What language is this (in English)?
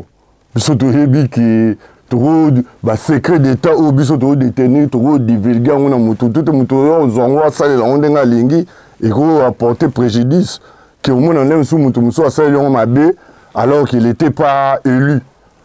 Lingala